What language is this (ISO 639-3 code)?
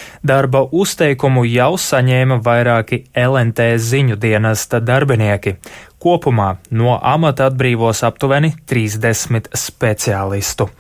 lav